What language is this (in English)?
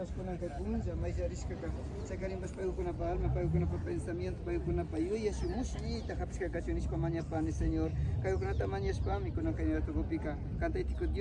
Imbabura Highland Quichua